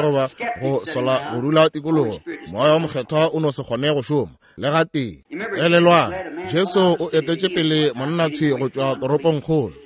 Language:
Northern Sotho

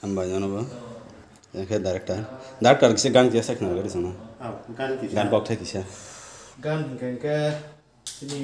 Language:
Kok Borok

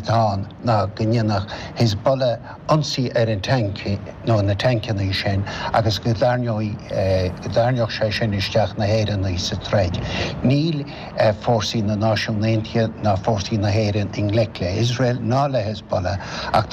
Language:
Irish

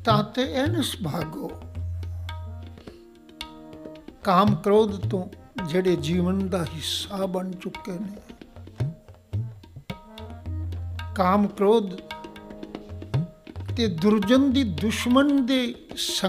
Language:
Punjabi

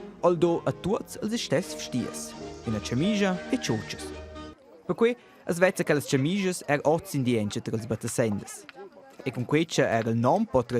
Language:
Romansh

